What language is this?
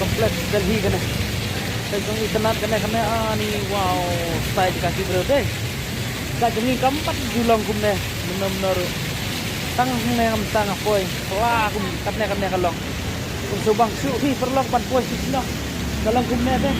Khasi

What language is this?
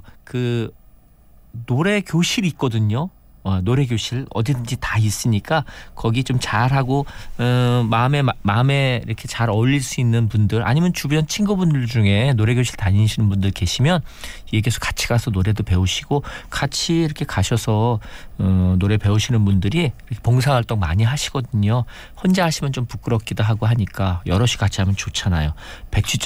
Korean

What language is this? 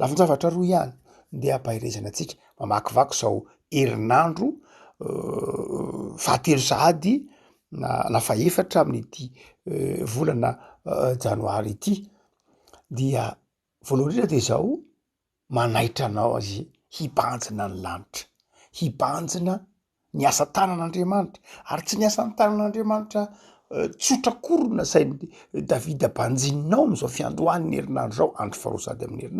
Malagasy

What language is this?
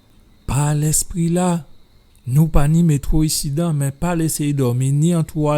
Guadeloupean Creole French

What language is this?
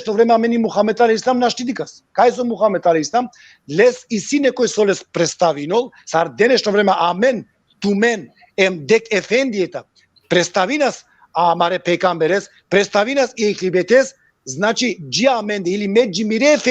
Balkan Romani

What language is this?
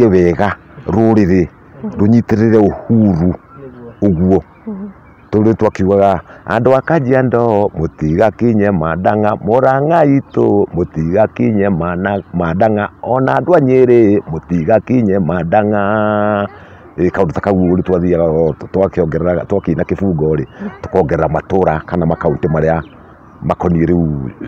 Kikuyu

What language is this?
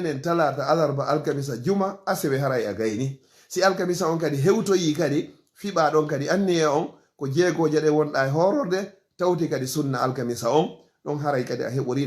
Fula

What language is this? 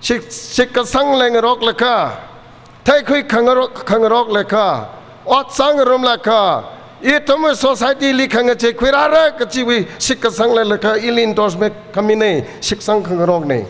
Tangkhul Naga (India)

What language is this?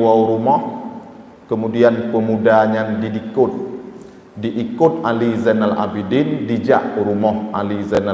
Achinese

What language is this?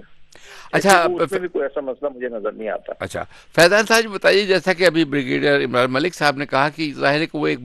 Urdu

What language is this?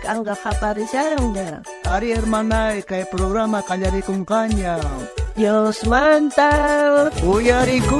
South Bolivian Quechua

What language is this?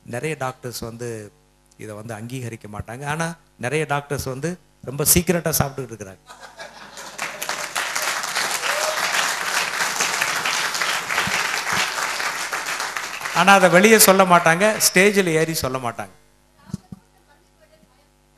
Tamil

